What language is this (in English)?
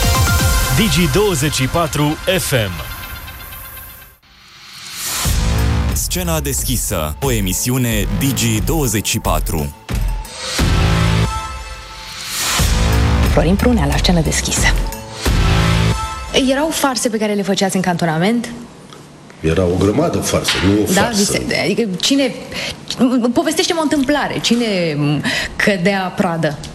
Romanian